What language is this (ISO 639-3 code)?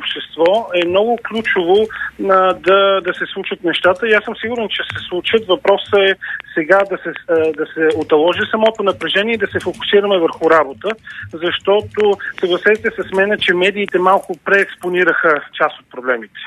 bul